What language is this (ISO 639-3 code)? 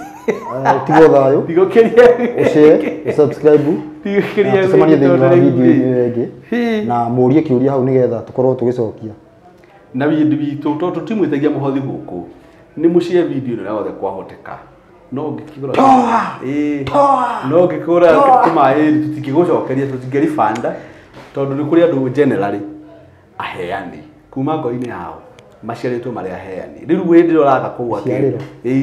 kik